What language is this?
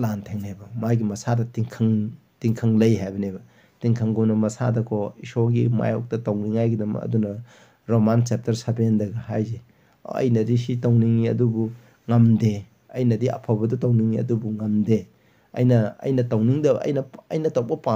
Manipuri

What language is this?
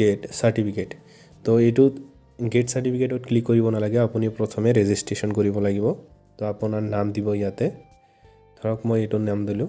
Assamese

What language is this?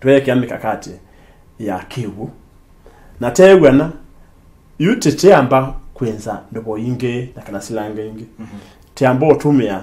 Kamba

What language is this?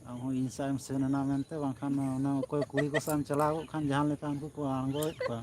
Santali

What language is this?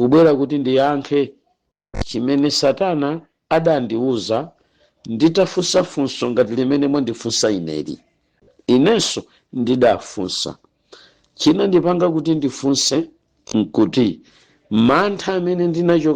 Nyanja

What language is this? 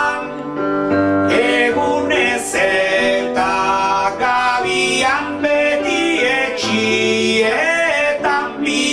Basque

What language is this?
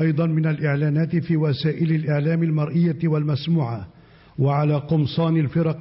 Arabic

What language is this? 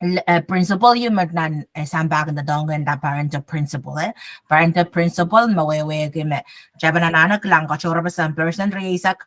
Pohnpeian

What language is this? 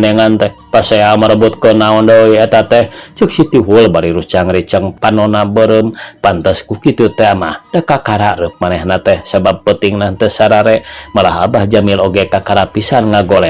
Sundanese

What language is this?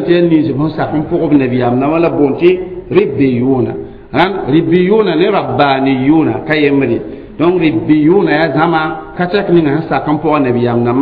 Mossi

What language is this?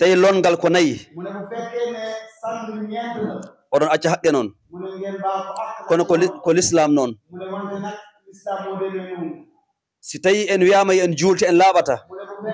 Fula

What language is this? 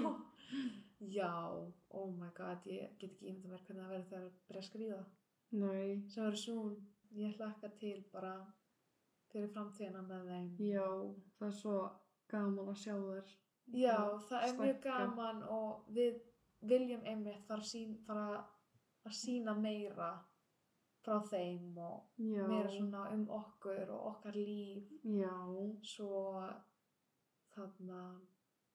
Icelandic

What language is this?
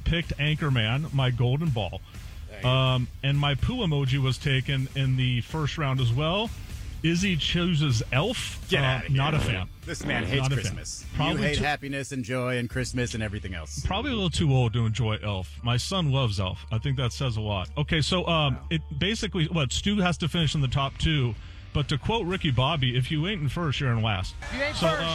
English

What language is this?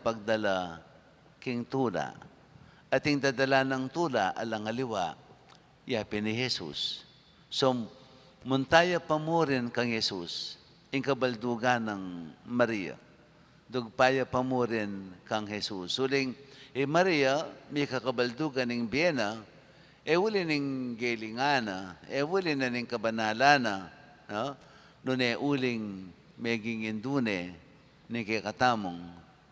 Pampanga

